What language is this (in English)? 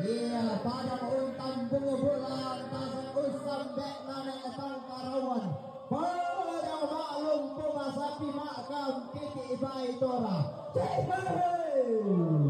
Toraja-Sa'dan